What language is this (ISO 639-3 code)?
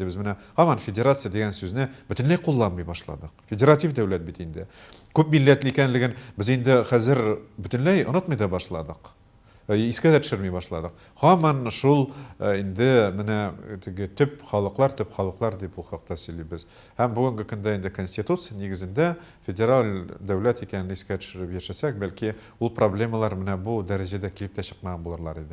tat